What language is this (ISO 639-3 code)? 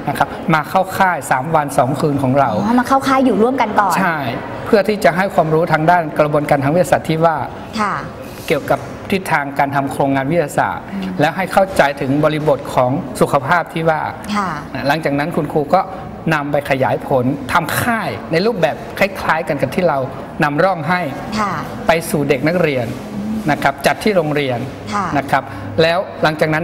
tha